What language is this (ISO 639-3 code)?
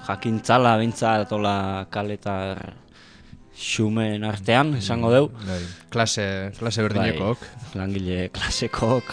eus